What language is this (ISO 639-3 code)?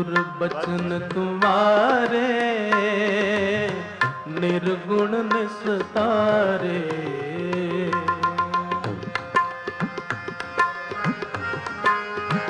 pan